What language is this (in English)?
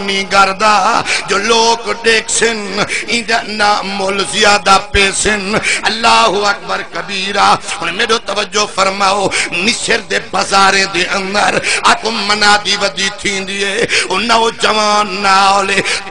Saraiki